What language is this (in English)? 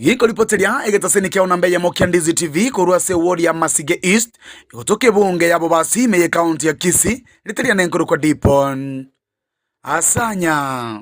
Gusii